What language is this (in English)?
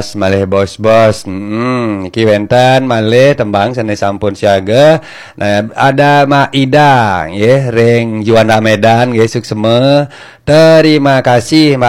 Balinese